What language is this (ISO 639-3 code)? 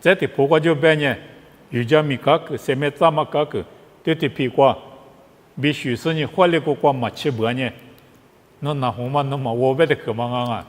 lis